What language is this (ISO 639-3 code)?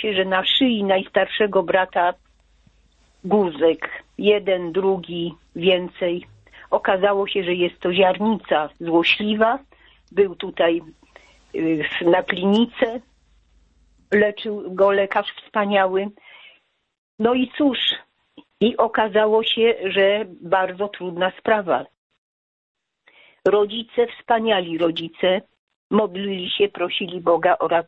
pol